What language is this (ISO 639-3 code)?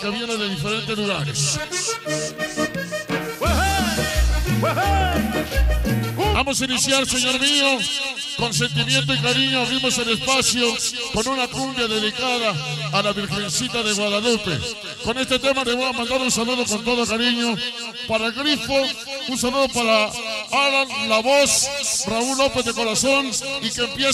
spa